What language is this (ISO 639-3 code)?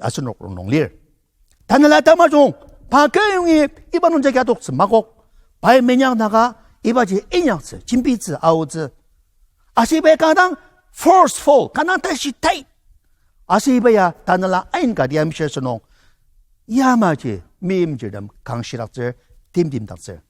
njo